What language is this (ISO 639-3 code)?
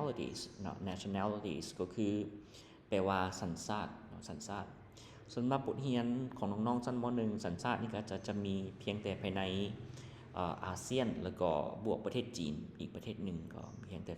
lao